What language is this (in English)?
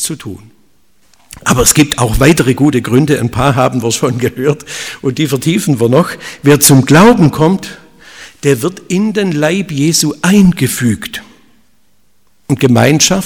German